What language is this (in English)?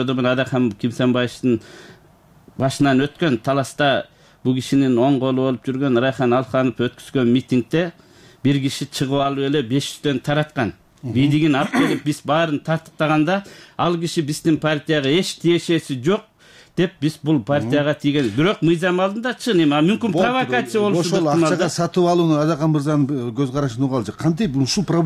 Kyrgyz